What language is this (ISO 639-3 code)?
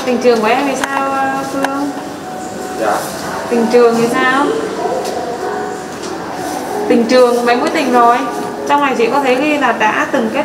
vie